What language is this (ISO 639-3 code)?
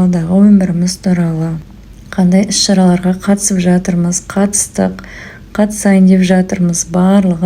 kaz